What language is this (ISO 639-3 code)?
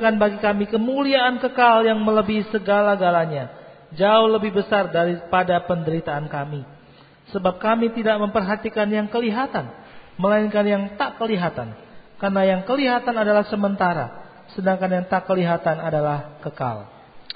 ind